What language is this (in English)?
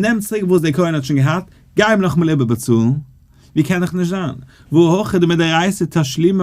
Yiddish